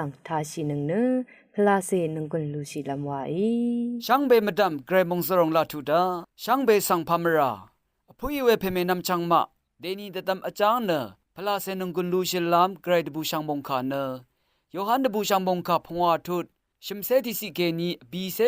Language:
Rawang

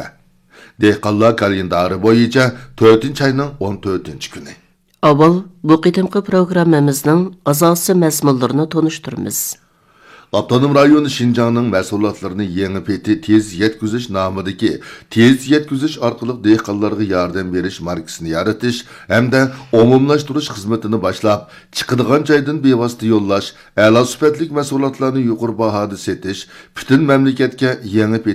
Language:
Uyghur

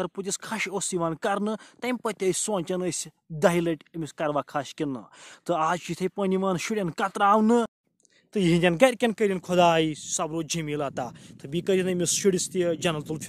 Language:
Kashmiri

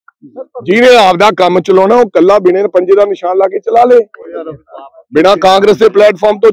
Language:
Punjabi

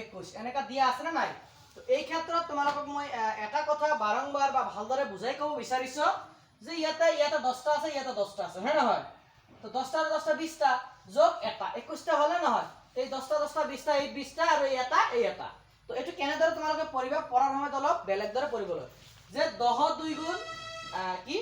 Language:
Assamese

